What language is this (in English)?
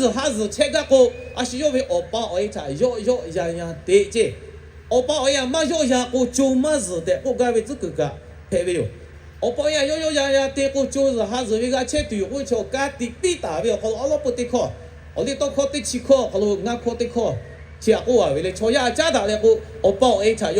Lahu